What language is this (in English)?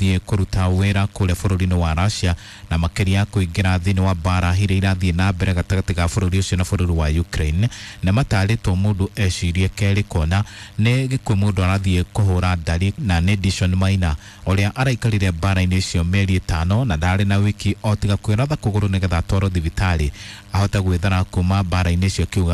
Kikuyu